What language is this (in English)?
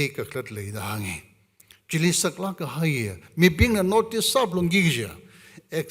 Tangkhul Naga (India)